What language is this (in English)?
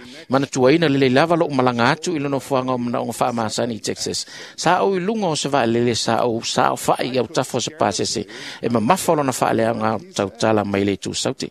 Samoan